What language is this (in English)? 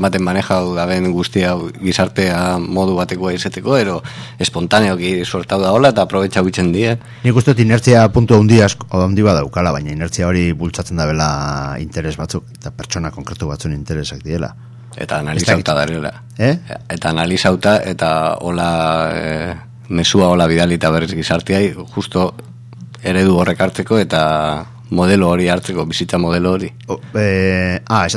Basque